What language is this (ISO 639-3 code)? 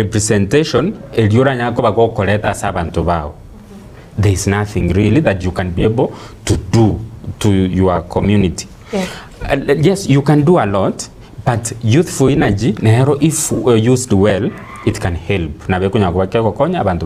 guz